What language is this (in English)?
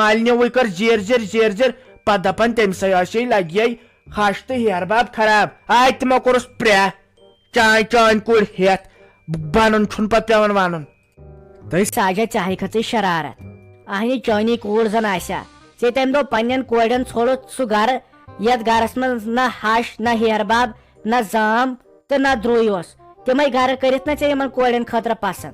Kashmiri